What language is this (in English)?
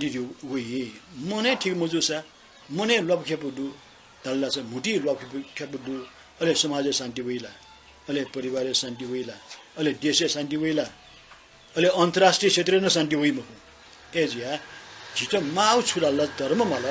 Newari